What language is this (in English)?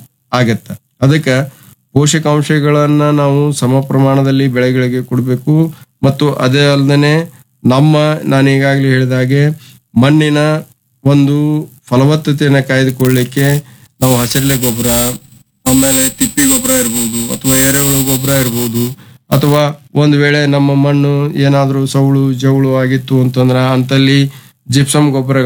Kannada